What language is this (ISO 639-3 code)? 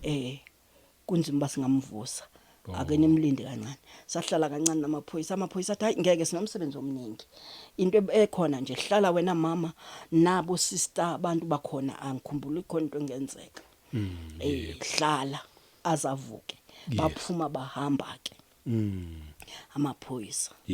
zul